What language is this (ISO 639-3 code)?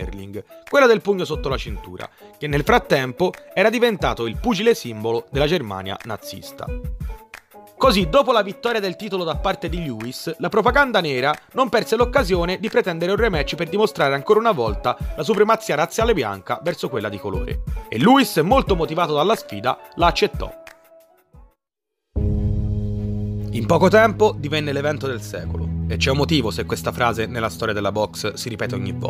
ita